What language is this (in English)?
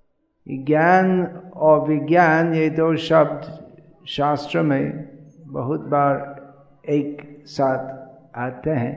Hindi